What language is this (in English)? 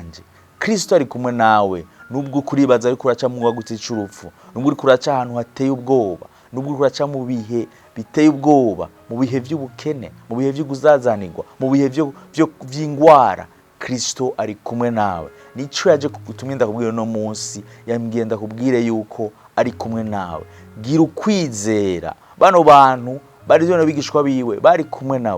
Rundi